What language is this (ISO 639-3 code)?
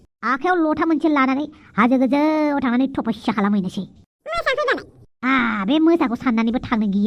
brx